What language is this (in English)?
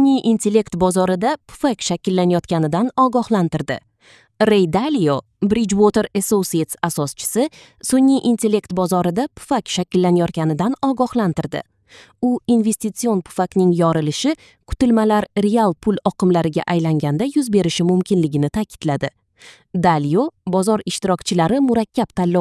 Uzbek